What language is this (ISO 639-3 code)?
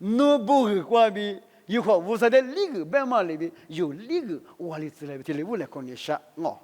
lis